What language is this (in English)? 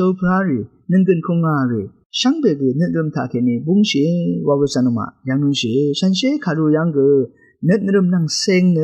Rawang